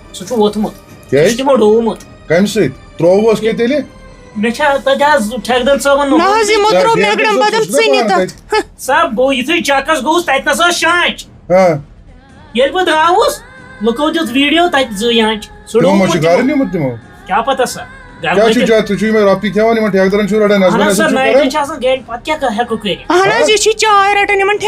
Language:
Kashmiri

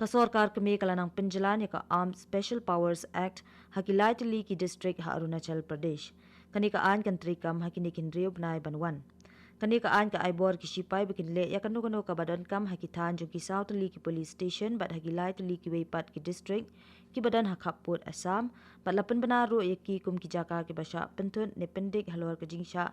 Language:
Khasi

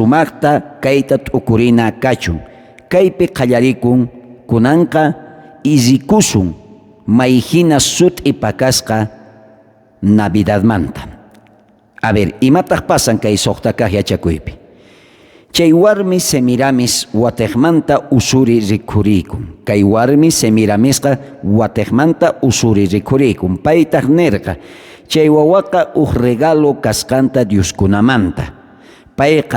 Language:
South Bolivian Quechua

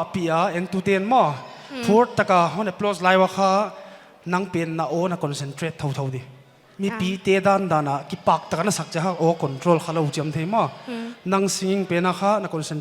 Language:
Paite Chin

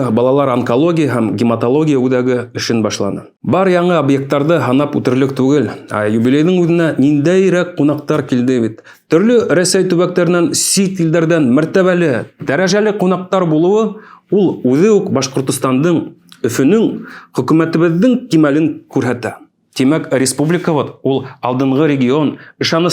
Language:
Bashkir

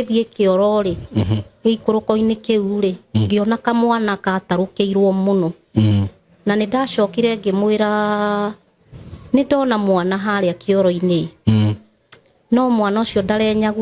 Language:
Kikuyu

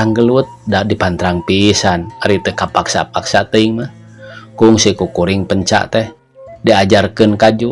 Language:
Sundanese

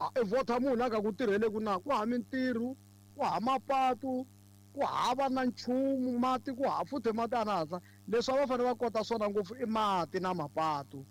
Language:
Tsonga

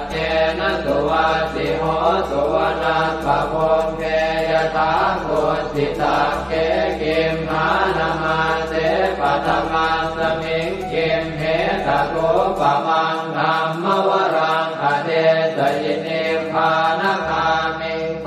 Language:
Pali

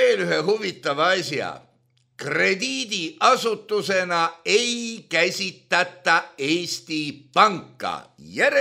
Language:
Estonian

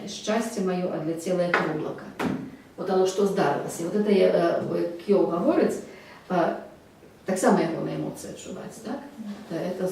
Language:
Belarusian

